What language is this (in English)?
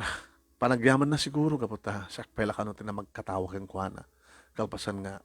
Iloko